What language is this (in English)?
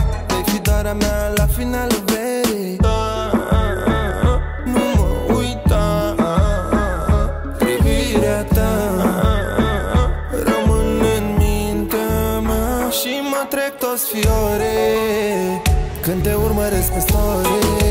Romanian